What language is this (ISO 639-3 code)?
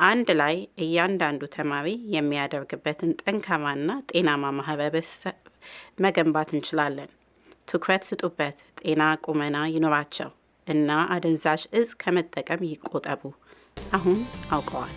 amh